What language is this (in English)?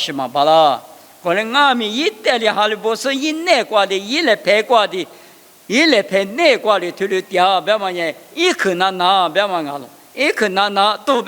Lisu